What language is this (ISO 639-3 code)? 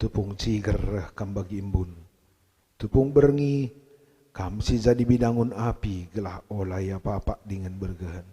btx